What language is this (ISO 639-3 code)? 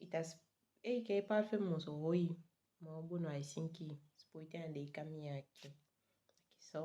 srm